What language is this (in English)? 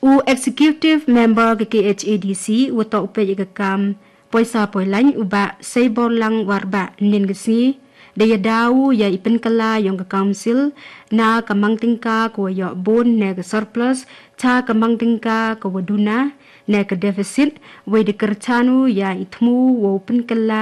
Khasi